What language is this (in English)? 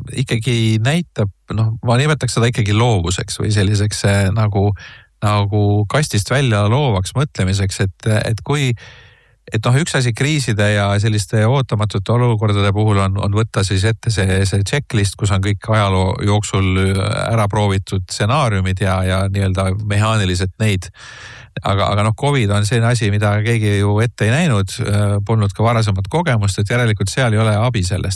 Estonian